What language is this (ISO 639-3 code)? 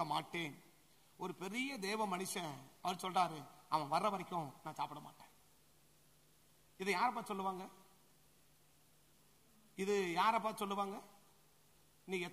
tam